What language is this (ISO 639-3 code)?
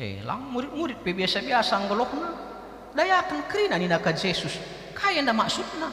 btx